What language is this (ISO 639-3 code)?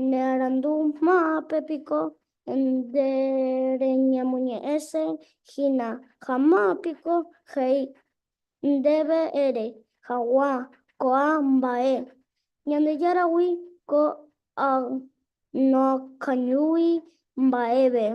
grn